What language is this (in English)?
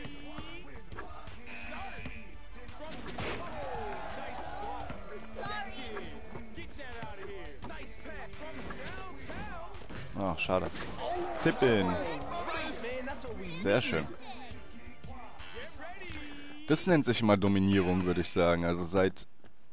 German